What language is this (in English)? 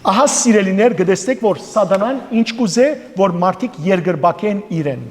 Western Armenian